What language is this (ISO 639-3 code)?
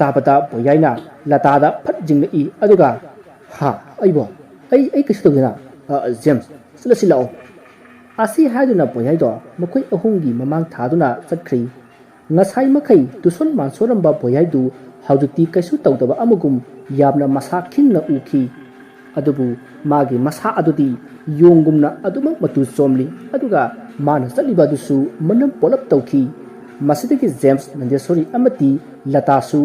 mni